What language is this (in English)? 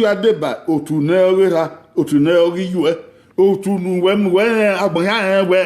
Bini